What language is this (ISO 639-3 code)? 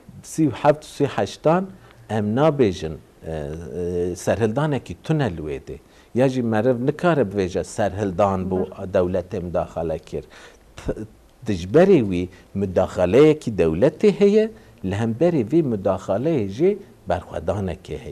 kur